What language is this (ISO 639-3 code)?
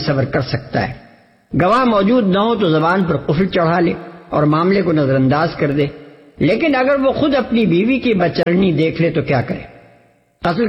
urd